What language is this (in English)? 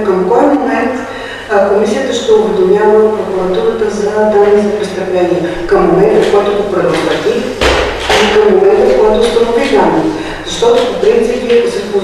Bulgarian